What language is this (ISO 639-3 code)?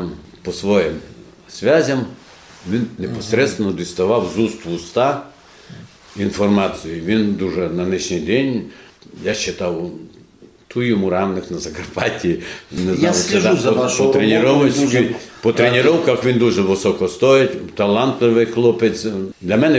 rue